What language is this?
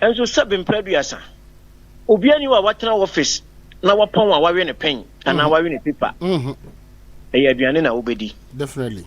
Akan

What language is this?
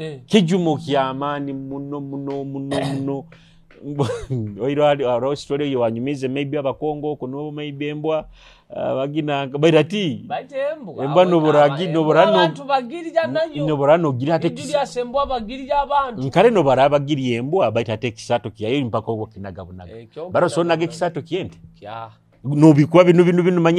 Nyoro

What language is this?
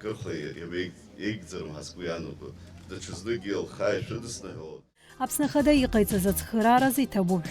Abkhazian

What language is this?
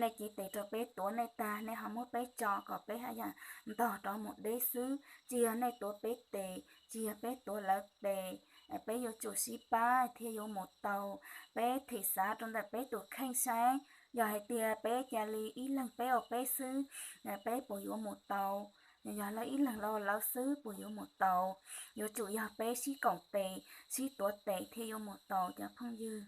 Hmong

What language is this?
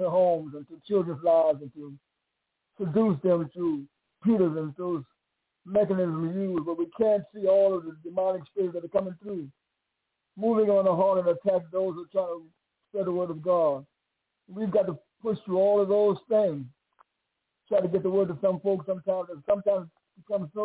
English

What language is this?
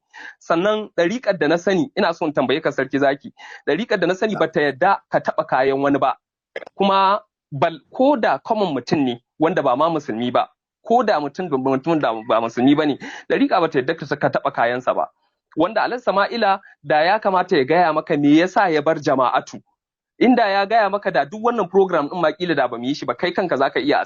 Hausa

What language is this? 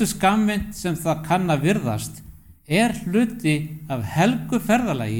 Icelandic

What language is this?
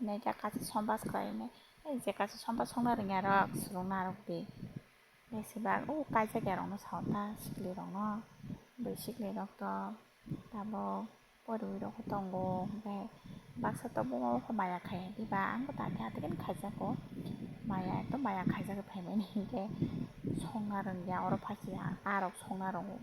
Kok Borok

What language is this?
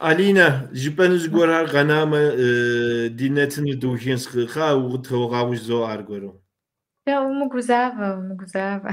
Kabardian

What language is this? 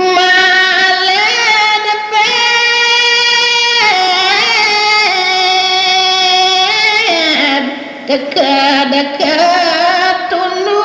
Balinese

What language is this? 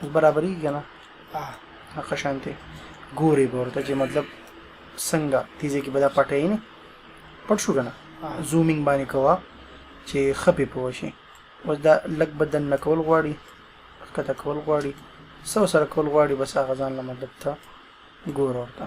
Pashto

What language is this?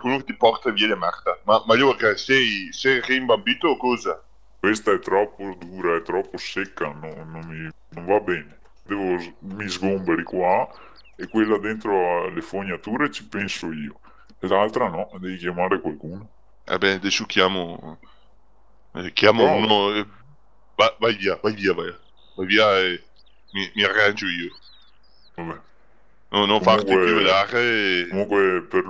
Italian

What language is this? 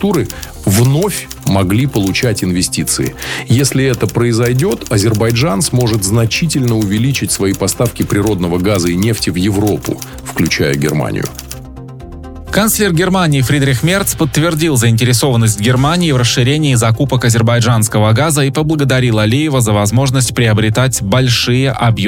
Russian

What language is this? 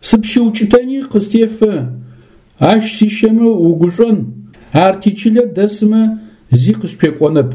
Adyghe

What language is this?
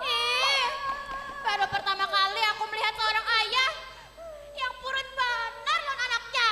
Banjar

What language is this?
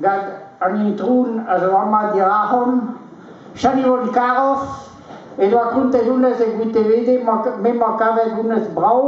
Breton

